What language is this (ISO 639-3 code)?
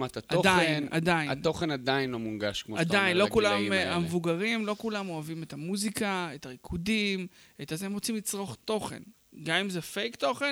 heb